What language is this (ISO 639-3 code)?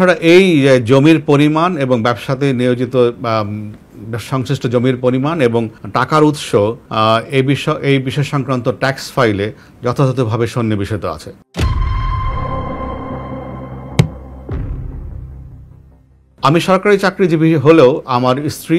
ben